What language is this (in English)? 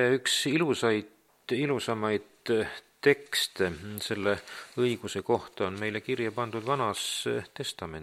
Estonian